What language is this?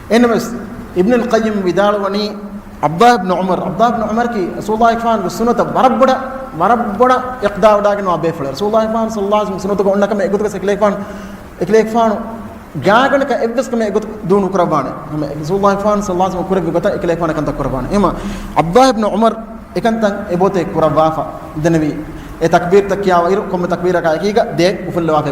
Divehi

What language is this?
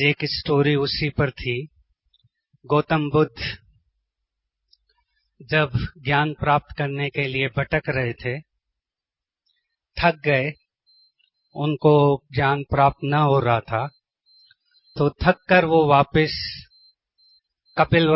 Hindi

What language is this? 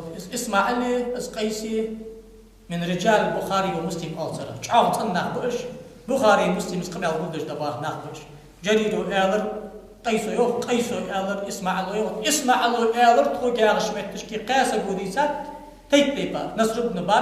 Ingush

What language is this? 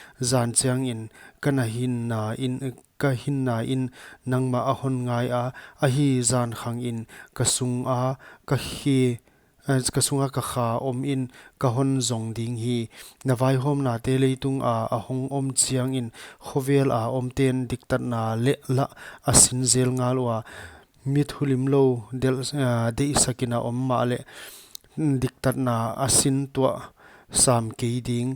Paite Chin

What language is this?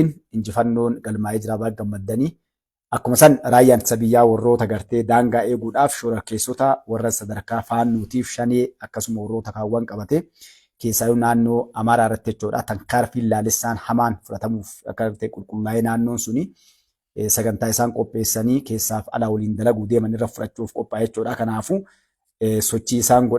Oromo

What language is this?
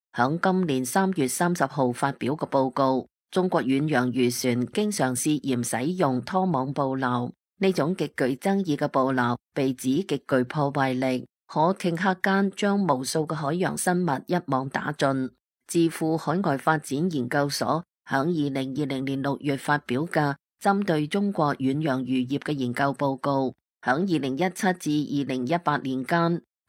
Cantonese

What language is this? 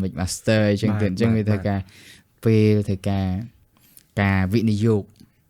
Khmer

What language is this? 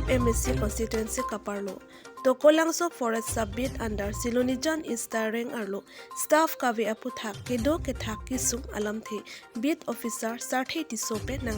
Karbi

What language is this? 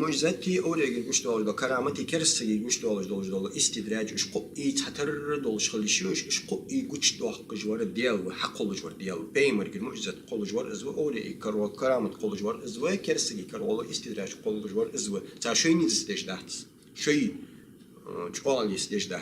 Ingush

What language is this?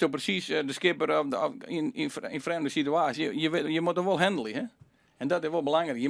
Western Frisian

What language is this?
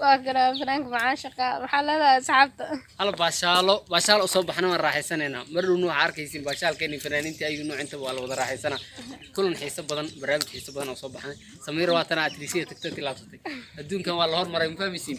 Somali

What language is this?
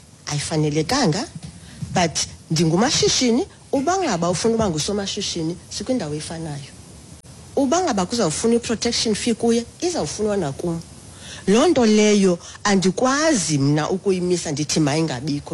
Xhosa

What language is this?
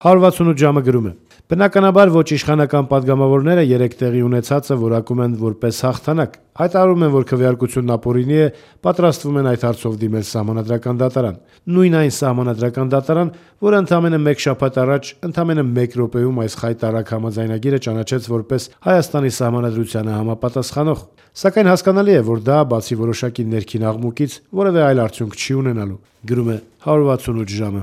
Armenian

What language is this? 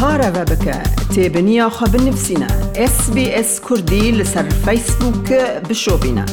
Kurdish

